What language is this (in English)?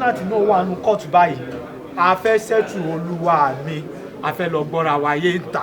Yoruba